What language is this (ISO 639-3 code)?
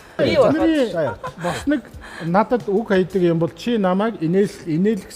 mon